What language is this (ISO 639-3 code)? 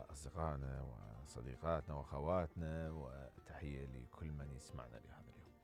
acm